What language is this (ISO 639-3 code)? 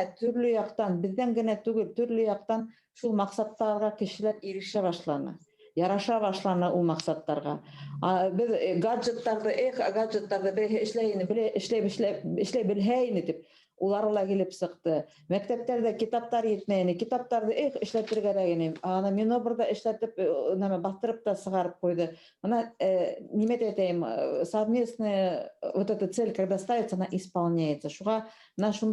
bak